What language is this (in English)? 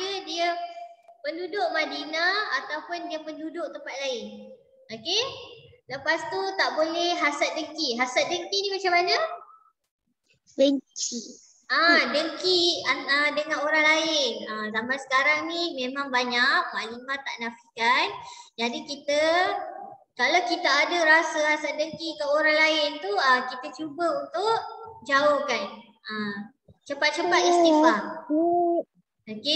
Malay